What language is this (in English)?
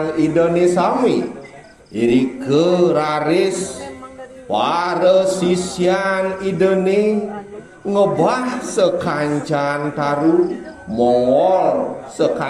Balinese